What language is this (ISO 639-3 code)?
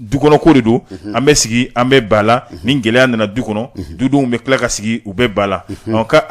bam